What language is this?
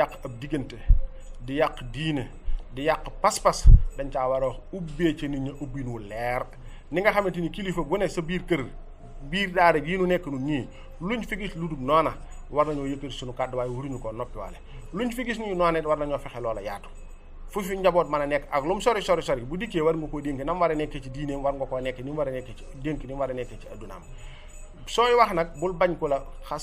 Wolof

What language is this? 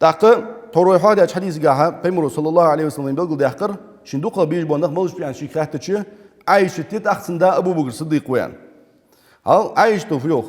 Ingush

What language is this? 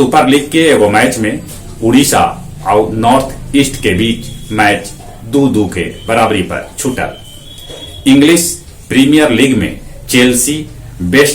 Magahi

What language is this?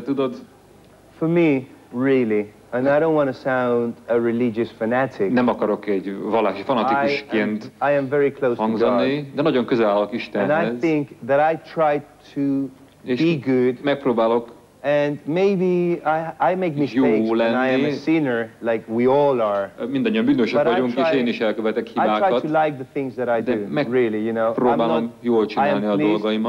Hungarian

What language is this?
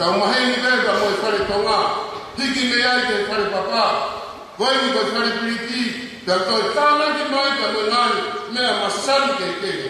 Tongan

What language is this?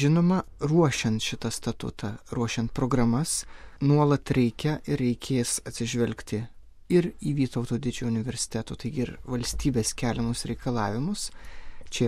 Lithuanian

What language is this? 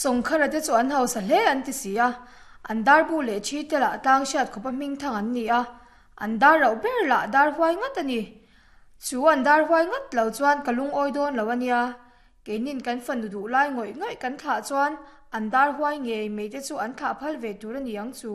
Mizo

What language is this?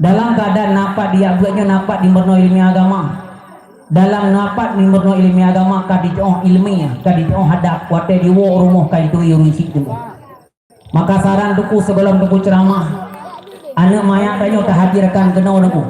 Achinese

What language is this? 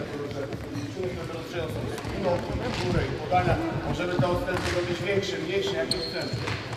Polish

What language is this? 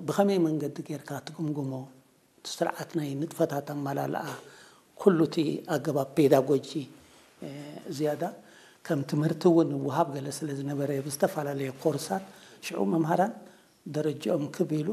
Tigrinya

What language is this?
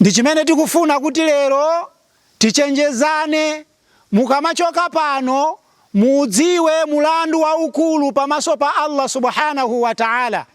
Nyanja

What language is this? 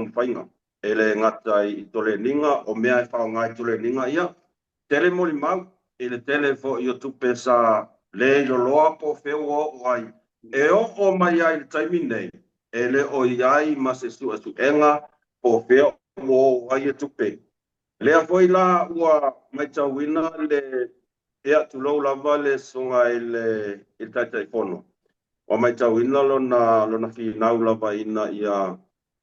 Samoan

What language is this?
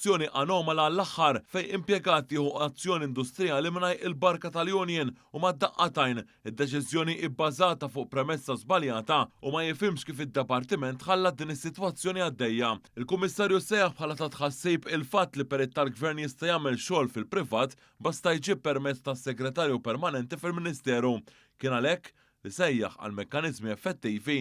Maltese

